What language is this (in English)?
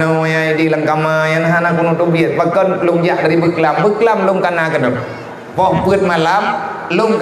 Achinese